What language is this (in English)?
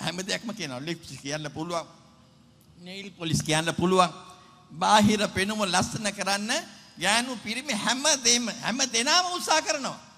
Sinhala